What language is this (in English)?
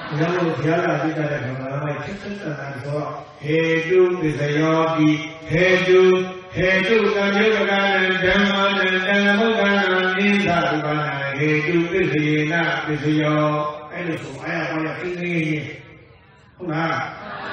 Burmese